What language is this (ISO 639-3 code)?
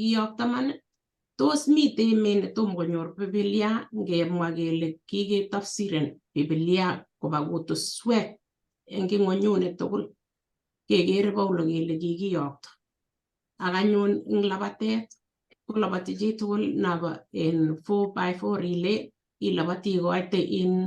kln